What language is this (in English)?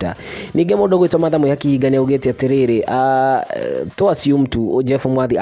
Kikuyu